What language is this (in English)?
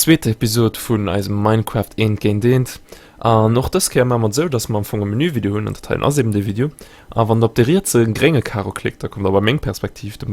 Luxembourgish